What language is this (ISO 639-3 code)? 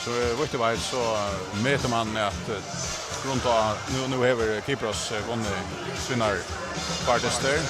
fao